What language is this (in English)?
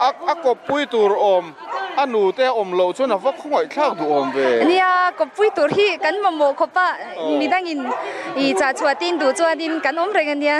Mizo